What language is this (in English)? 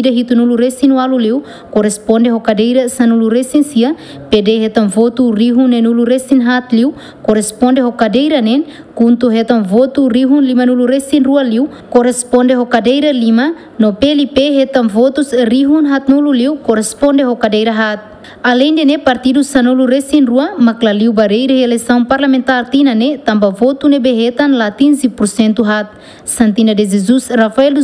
Tetum